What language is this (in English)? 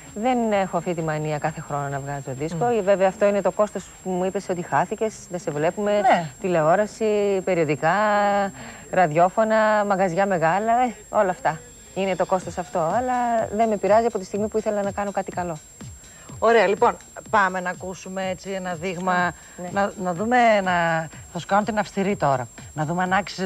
Greek